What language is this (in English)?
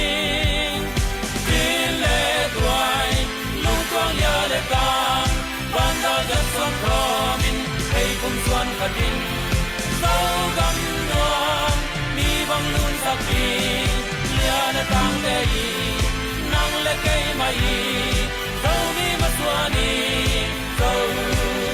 Tedim Chin